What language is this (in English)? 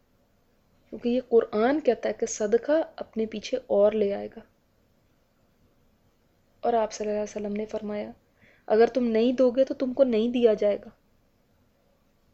Urdu